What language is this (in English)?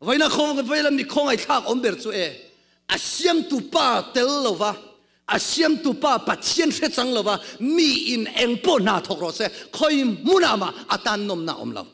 Mizo